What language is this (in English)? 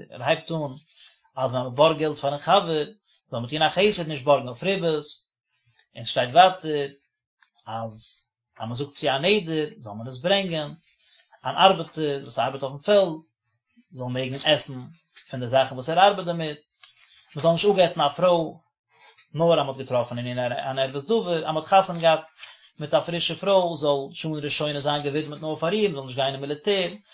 Yiddish